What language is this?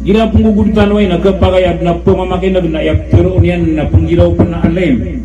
Maranao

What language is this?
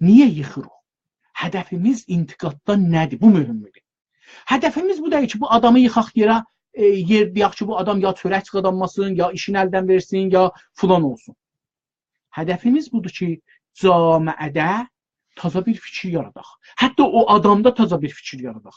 South Azerbaijani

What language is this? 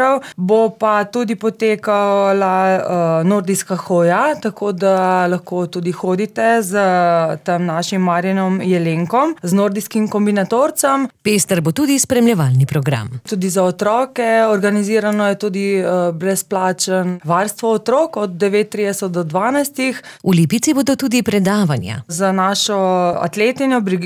Slovenian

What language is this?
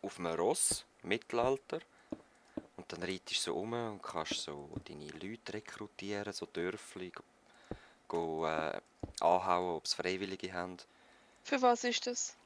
Swiss German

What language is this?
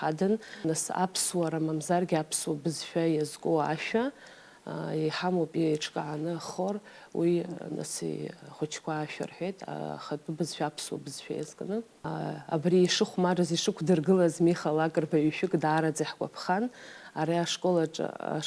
Abkhazian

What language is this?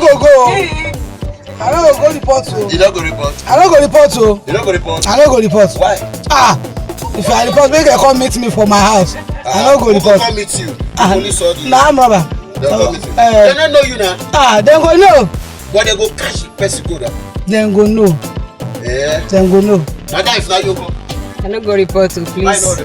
Nigerian Pidgin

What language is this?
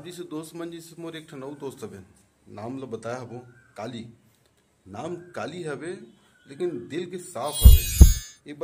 Chhattisgarhi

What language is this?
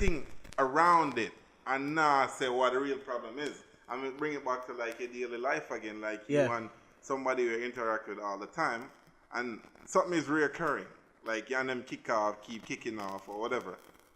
Jamaican Creole English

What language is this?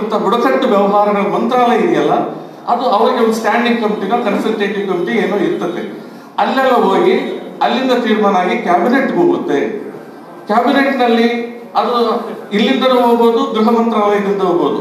Kannada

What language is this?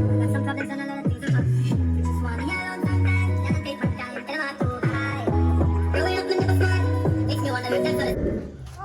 Jamaican Creole English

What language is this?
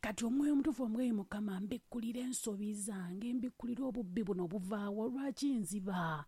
Ganda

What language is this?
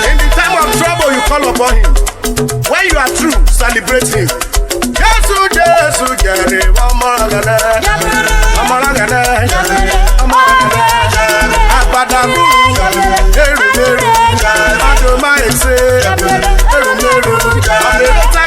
Urhobo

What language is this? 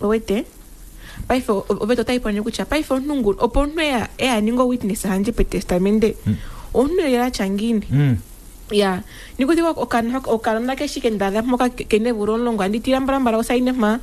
Kuanyama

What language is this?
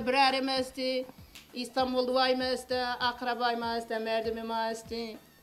Zaza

